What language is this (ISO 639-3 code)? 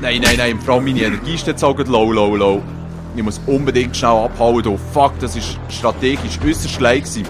gsw